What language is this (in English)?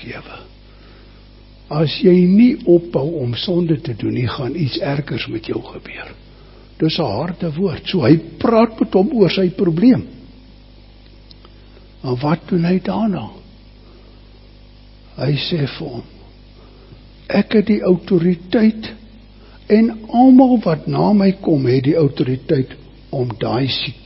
Afrikaans